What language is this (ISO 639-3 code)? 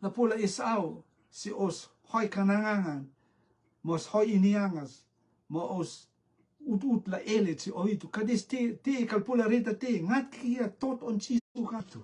rtm